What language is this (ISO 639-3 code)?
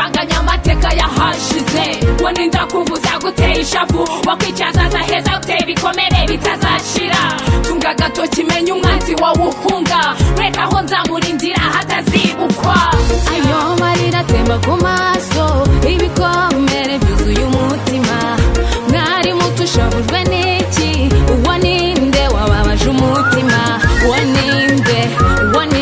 kin